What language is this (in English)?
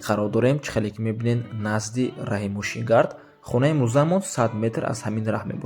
Tajik